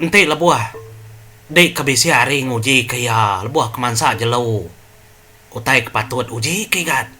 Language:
Iban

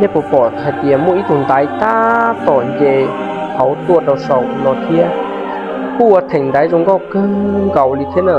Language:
Hmong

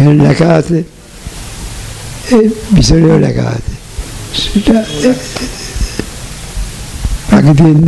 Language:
Bangla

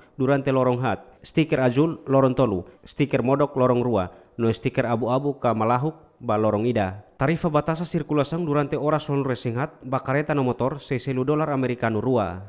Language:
Tetum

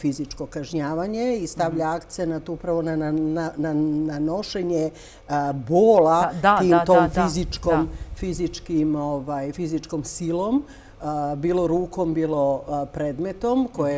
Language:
Serbian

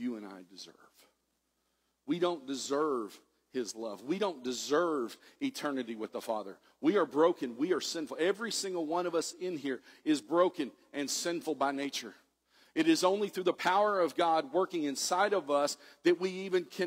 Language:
English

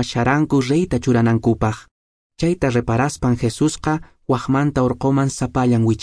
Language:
Quechua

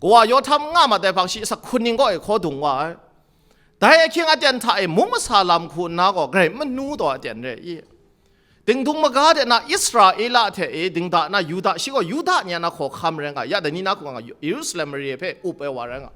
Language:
Kachin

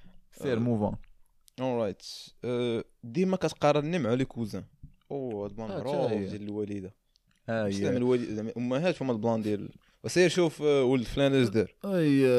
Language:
Moroccan Arabic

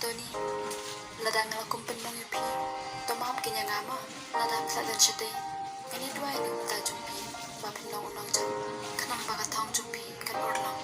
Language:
Khasi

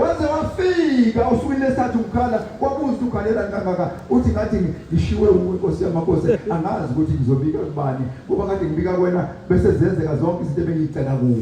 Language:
Zulu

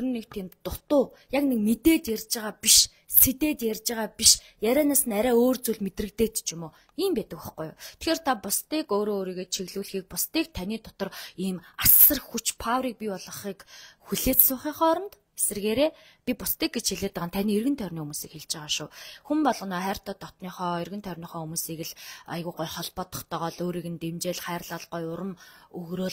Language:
Mongolian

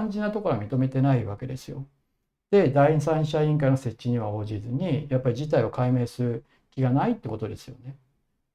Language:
Japanese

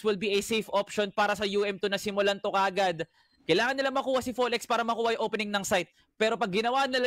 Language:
Filipino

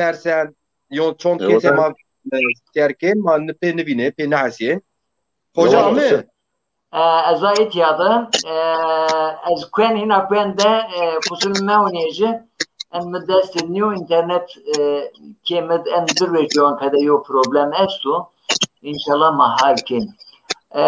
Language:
Zaza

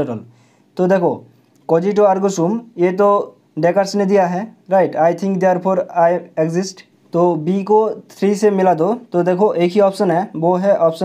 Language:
Hindi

